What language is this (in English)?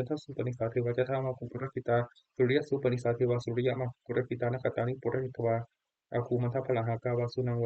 Pali